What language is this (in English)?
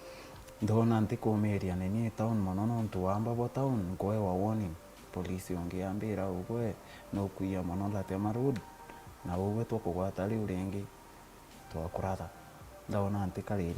Meru